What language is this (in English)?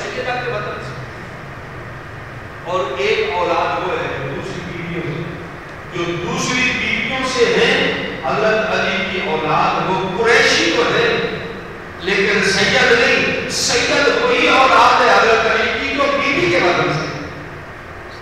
Urdu